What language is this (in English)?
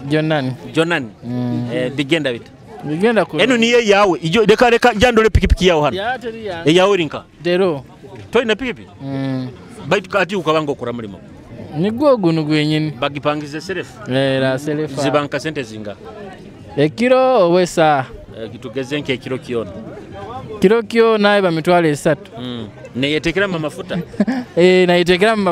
Nyoro